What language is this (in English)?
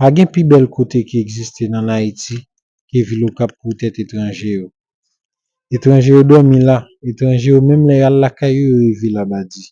Haitian Creole